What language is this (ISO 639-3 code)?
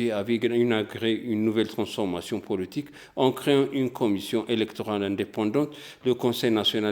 fra